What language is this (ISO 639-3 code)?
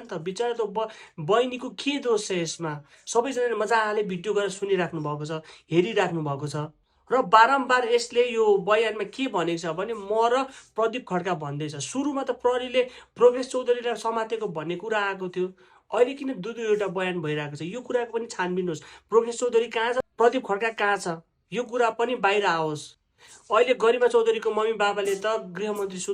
nep